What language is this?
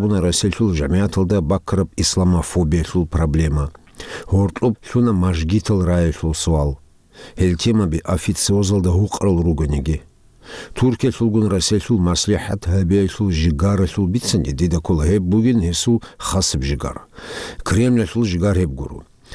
Avaric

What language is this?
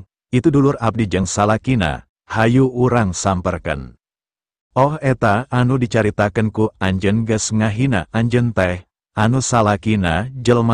Sundanese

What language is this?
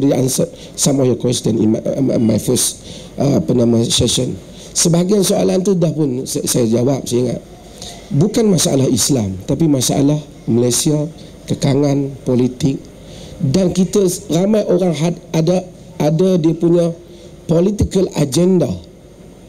Malay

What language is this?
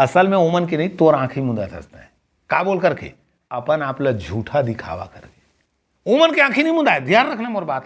Chhattisgarhi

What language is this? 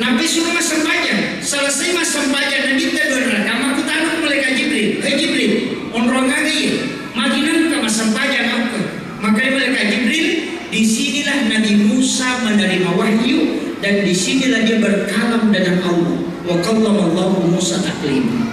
Buginese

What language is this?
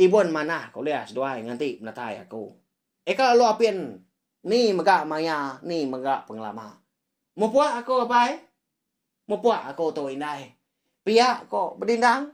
Iban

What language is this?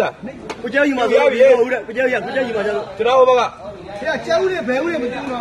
Burmese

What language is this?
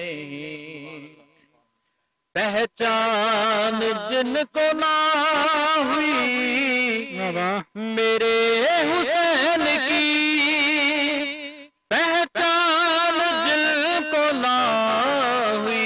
Urdu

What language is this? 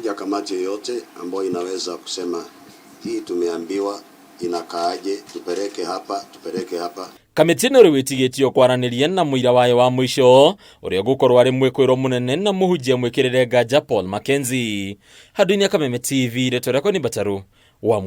Kikuyu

